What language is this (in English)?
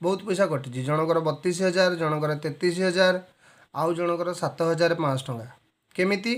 Odia